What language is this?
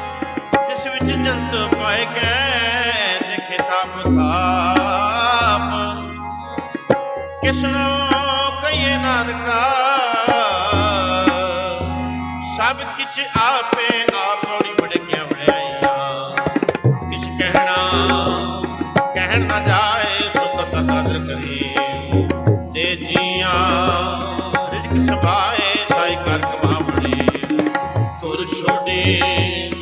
Punjabi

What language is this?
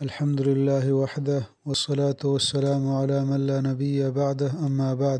Eastern Balochi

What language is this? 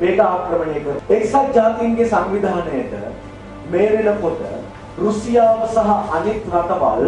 Sinhala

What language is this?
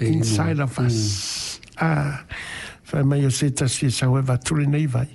Samoan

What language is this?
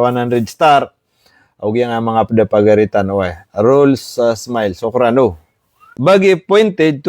Maranao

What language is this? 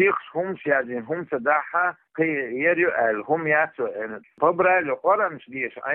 Chechen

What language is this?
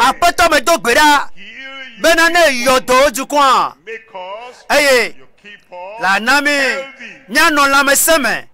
Ewe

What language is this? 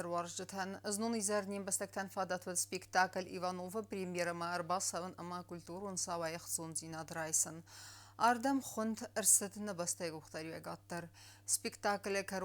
Ossetic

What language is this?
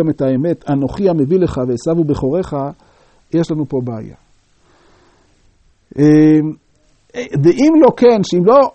Hebrew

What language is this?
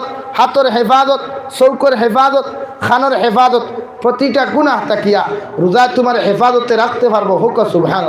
Sylheti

